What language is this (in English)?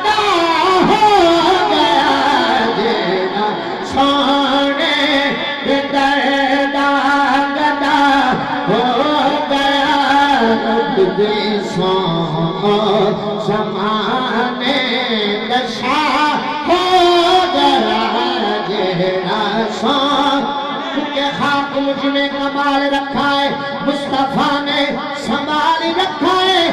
Saraiki